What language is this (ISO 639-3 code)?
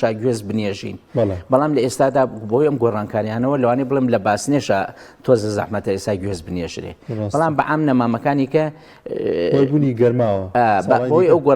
ckb